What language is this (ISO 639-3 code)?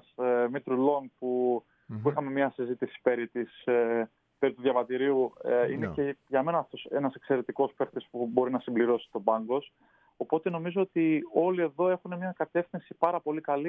ell